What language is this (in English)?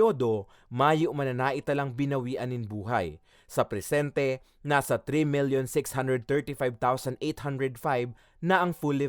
Bikol